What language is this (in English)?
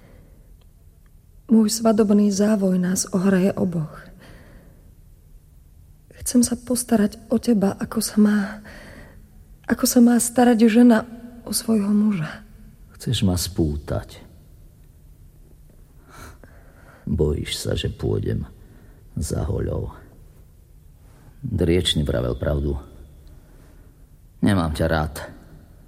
Slovak